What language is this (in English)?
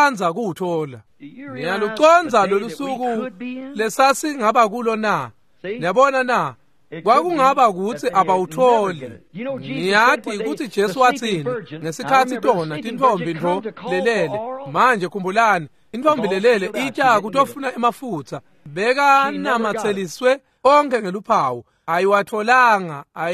Swati